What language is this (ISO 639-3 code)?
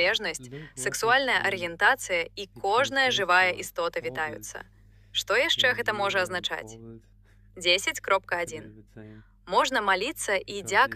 bel